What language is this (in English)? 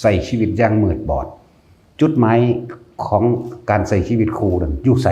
Northeastern Thai